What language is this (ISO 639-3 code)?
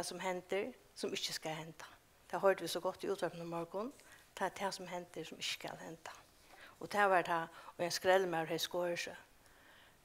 fao